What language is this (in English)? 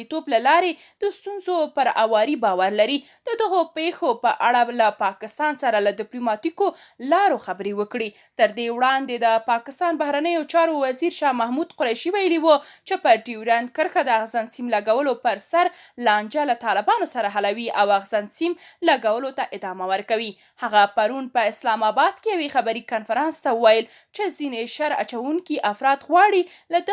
Pashto